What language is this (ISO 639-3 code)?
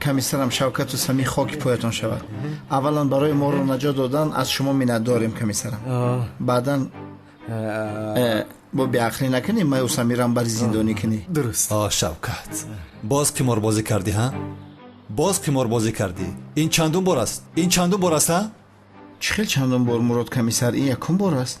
tgk